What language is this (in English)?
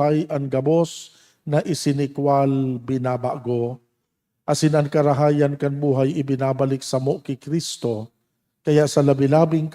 Bikol